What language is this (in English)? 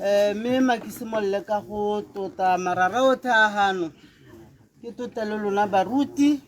Tswana